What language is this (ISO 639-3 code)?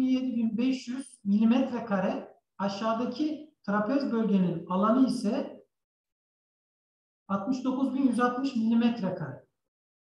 tur